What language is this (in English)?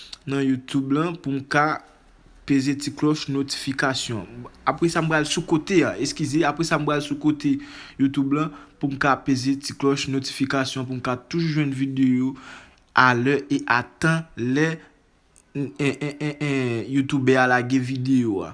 Haitian Creole